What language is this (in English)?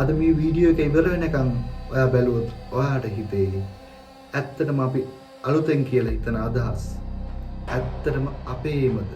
Sinhala